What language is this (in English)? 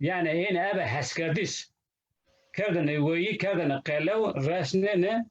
Zaza